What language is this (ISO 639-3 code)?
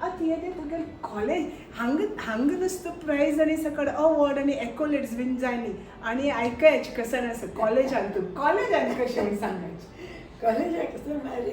kok